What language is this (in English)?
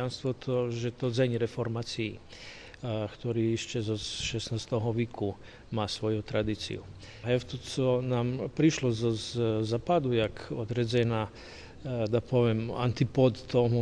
Rusyn